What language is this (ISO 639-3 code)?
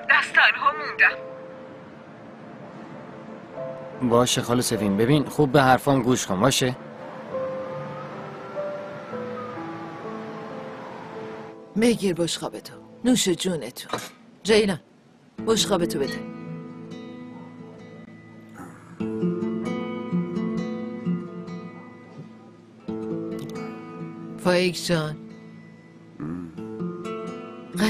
fas